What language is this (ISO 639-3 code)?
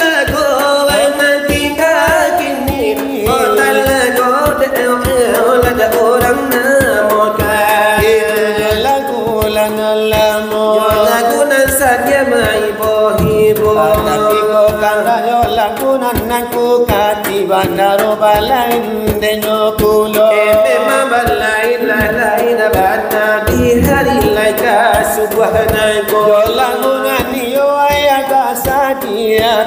min